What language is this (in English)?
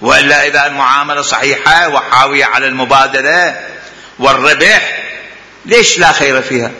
Mesopotamian Arabic